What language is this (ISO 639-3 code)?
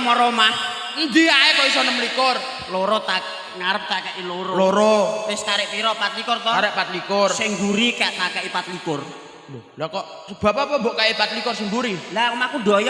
jav